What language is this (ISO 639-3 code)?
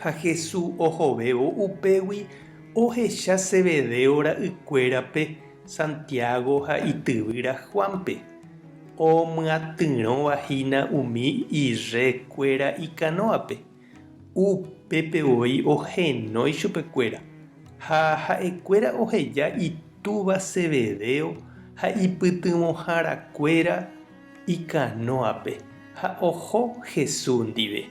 grn